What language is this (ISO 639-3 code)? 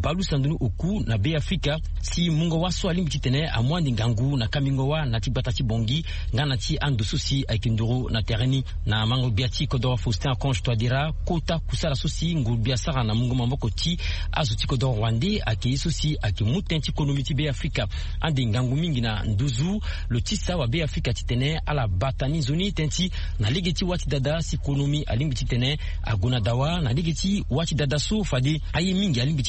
sag